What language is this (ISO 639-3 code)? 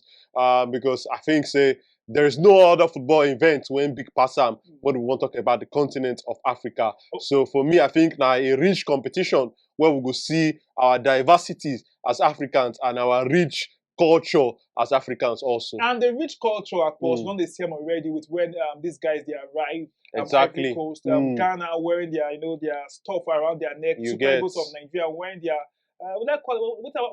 pcm